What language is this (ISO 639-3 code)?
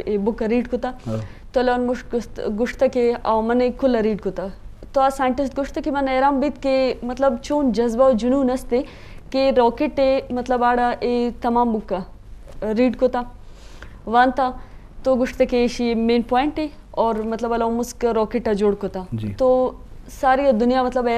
bgp